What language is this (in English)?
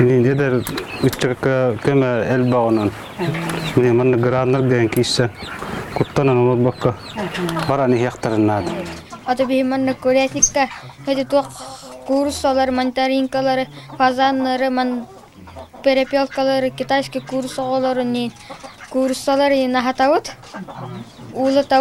Yakut